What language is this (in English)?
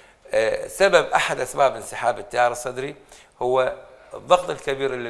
Mesopotamian Arabic